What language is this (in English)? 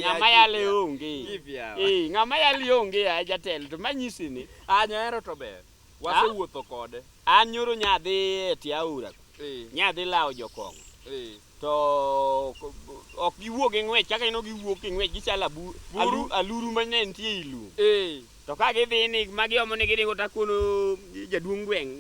Luo (Kenya and Tanzania)